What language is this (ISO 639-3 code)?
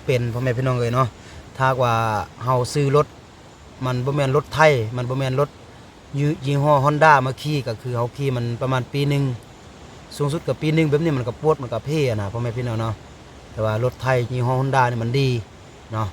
lao